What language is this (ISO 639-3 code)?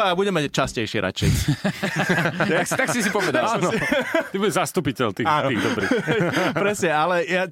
slk